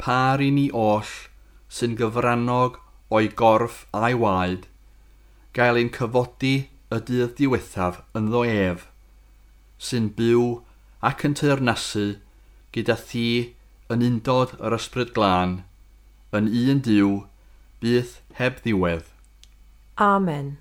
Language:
Welsh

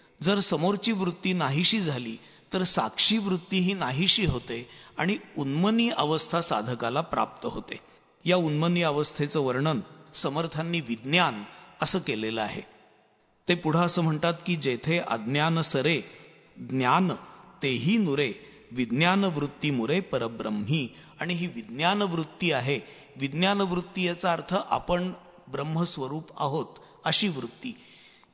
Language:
Marathi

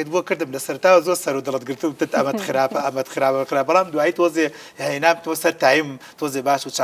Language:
Central Kurdish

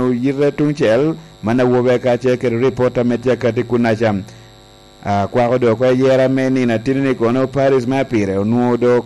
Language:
Lango (Uganda)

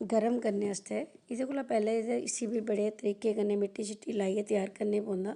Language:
Dogri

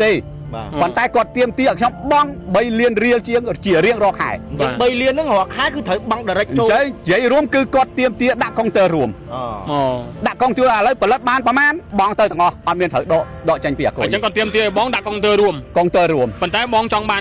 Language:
Khmer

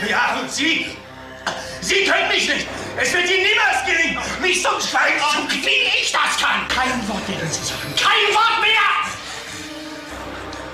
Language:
German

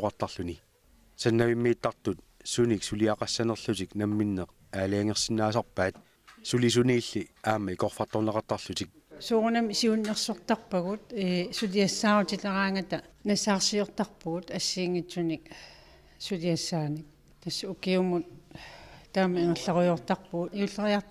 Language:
Kalaallisut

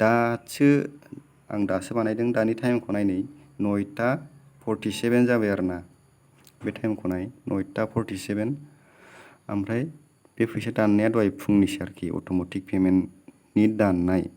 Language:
Bodo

